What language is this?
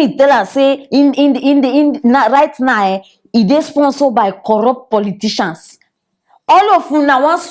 Nigerian Pidgin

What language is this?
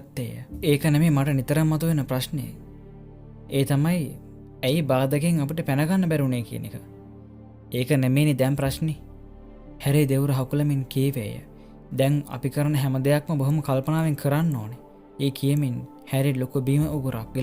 Sinhala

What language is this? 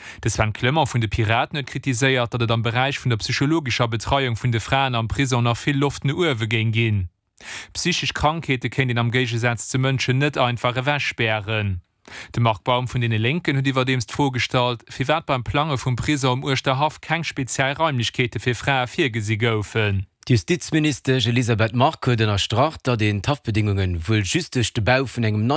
Luxembourgish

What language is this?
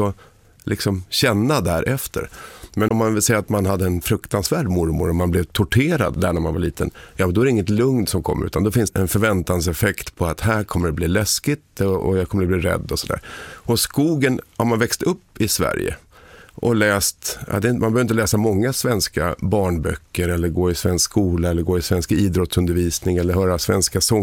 Swedish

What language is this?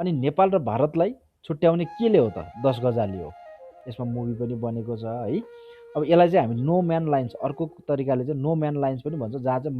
Nepali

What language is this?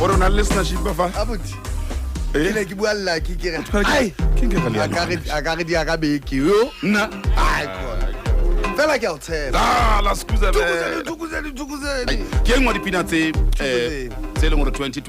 Southern Sotho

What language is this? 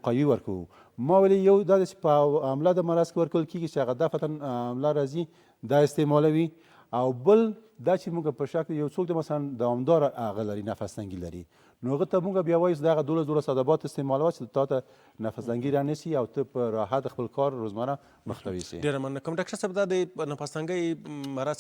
Pashto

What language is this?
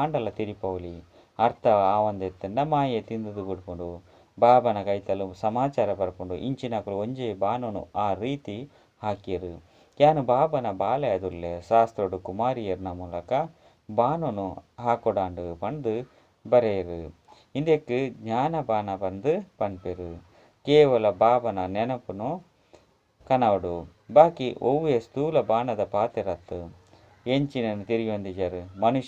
Tulu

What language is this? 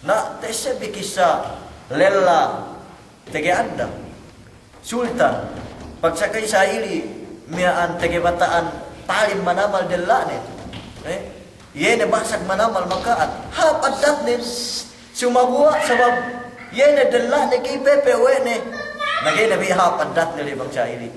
Yakan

